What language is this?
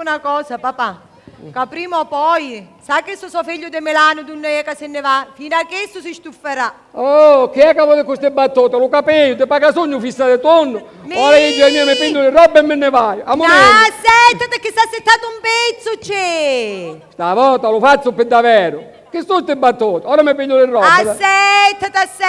Sicilian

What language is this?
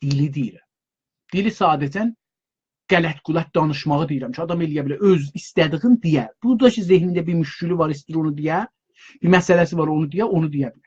South Azerbaijani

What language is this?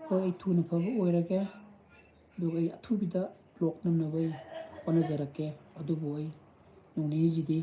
Manipuri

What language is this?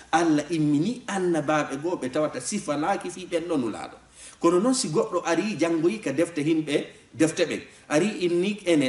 Fula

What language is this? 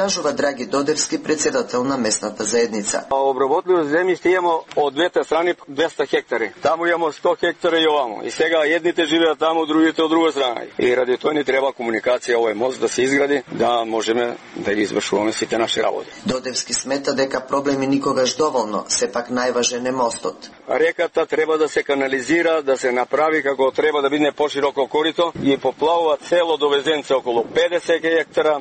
Macedonian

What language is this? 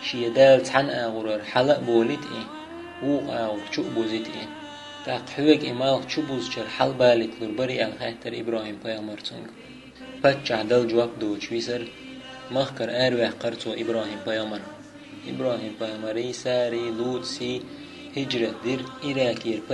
Chechen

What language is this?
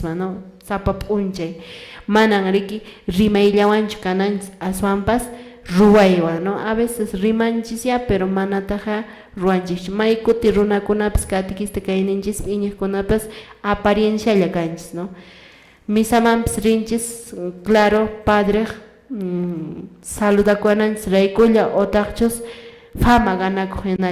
Quechua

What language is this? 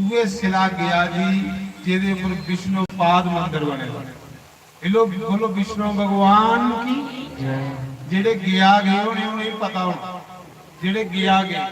Dogri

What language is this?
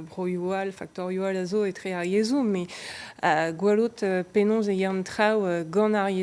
Breton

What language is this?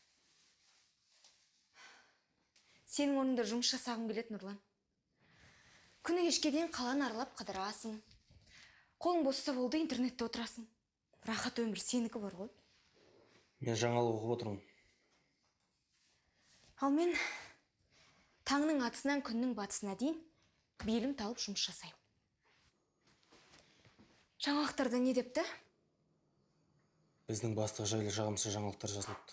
Kazakh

